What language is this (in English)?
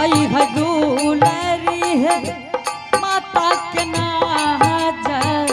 Angika